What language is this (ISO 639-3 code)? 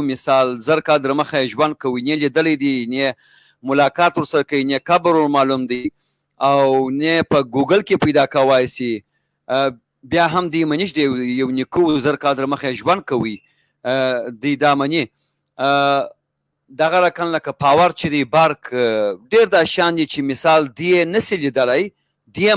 pus